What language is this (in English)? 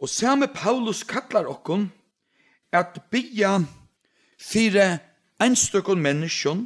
Faroese